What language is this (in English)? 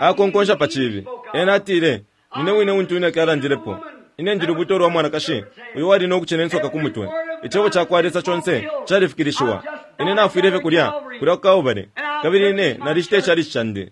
Bemba